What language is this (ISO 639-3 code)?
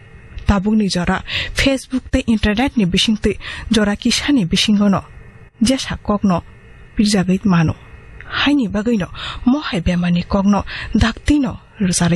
trp